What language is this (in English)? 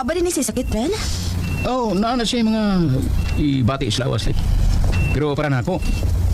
Cebuano